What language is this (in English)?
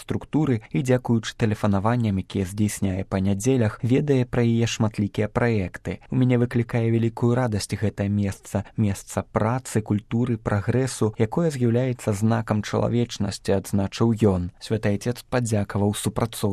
Belarusian